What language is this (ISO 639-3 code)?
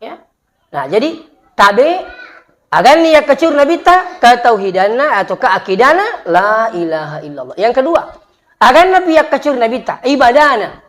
bug